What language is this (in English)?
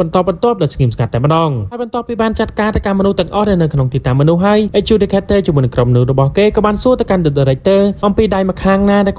Khmer